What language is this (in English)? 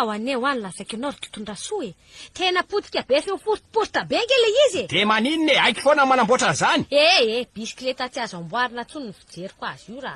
Malagasy